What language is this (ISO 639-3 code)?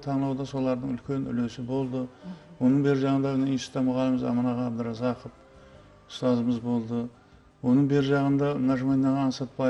kaa